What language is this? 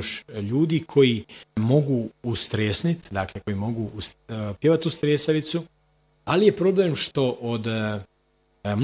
Croatian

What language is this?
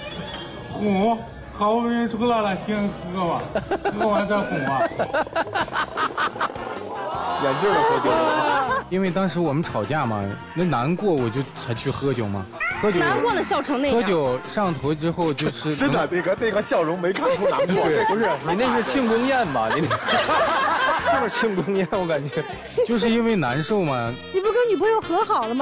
Chinese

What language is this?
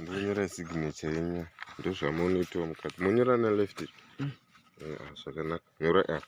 Shona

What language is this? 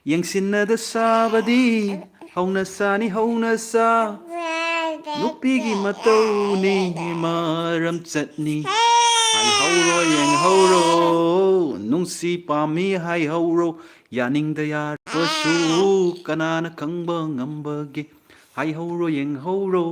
Manipuri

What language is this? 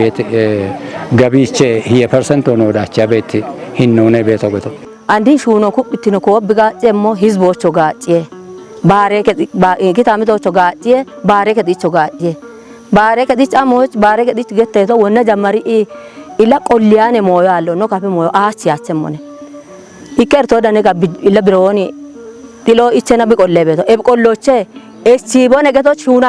Kafa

